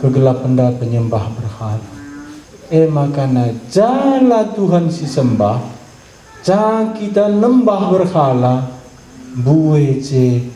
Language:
Batak Karo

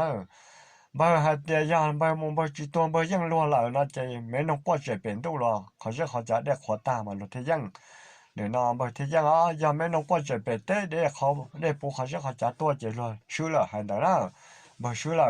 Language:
Hmong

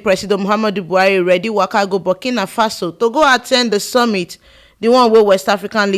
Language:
Nigerian Pidgin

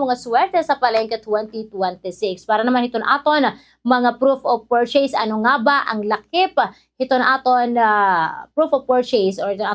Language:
Waray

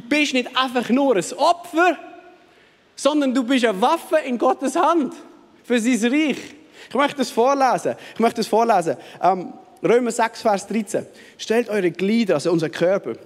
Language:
Swiss German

